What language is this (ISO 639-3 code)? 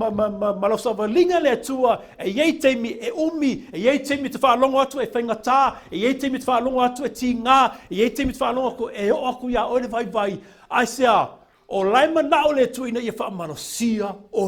smo